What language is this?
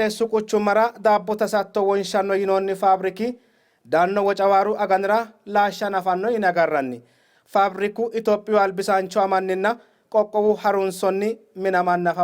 Sidamo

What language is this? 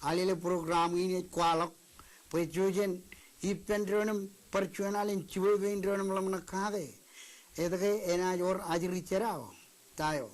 Marshallese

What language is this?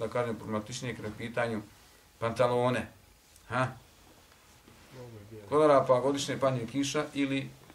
Bosnian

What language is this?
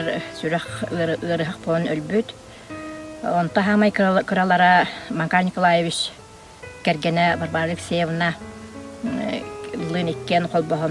Yakut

